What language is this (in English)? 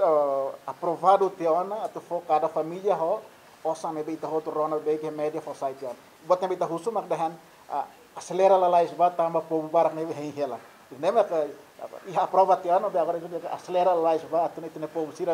Tetum